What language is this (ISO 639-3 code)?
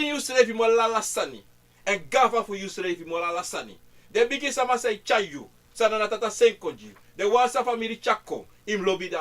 srn